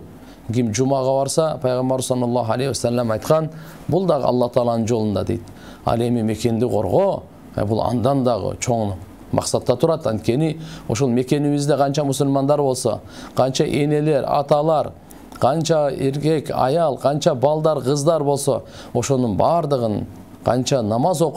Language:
Kyrgyz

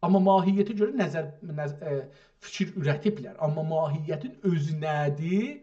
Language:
South Azerbaijani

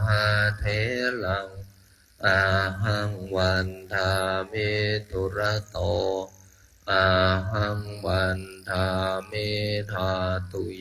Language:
Pali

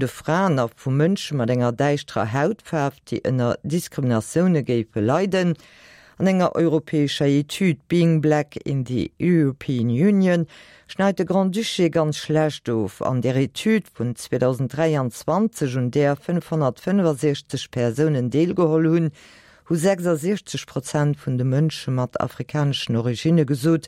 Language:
Luxembourgish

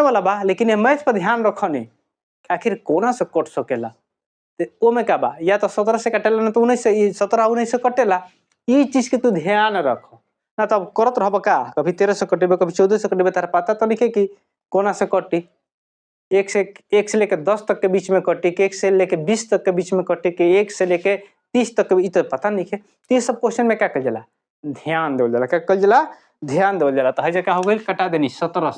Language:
Bhojpuri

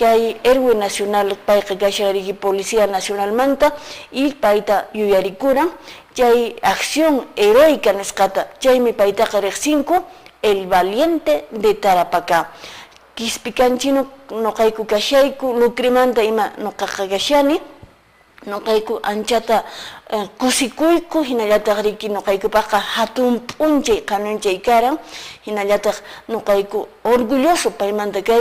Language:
Quechua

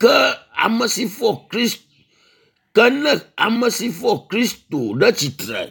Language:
Ewe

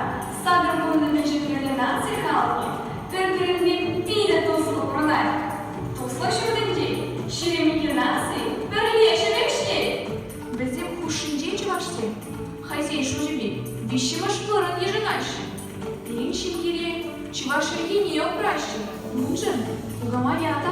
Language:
Chuvash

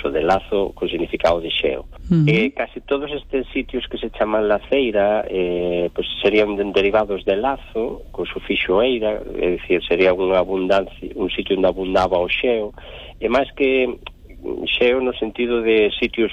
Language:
Galician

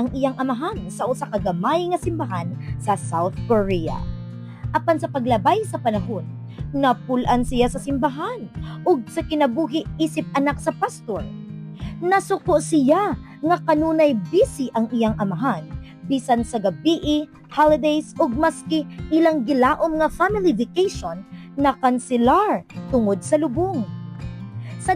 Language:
Cebuano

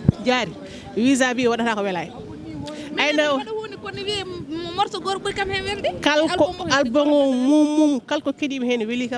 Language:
Fula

